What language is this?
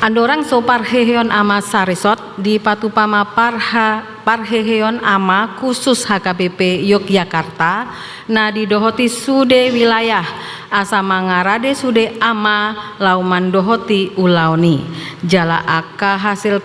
Batak Toba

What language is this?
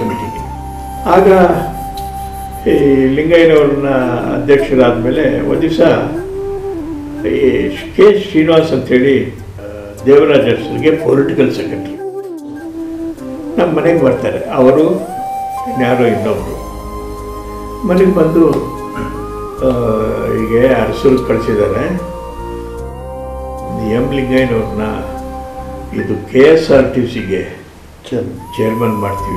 Kannada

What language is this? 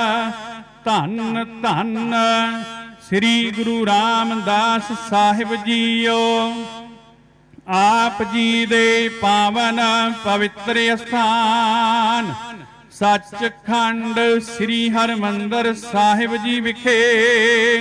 Punjabi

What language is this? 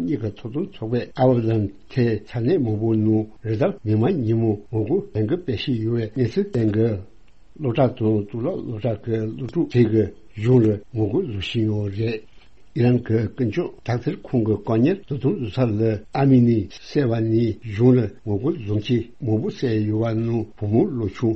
Tibetan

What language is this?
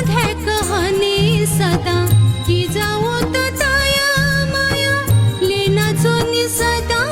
Newari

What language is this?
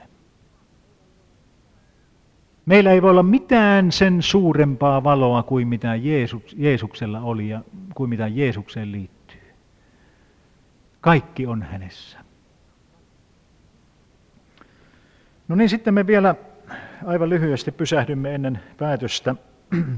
Finnish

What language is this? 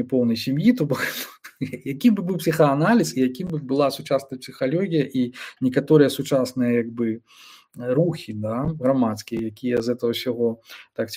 Belarusian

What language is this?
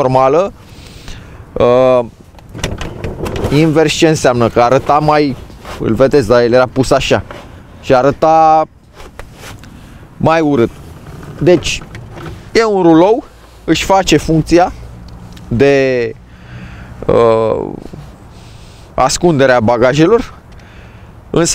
Romanian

